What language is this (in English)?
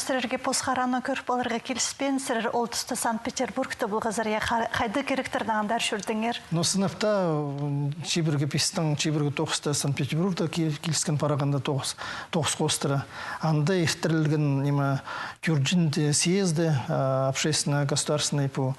Khakas